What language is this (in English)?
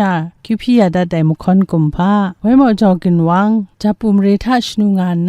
Kachin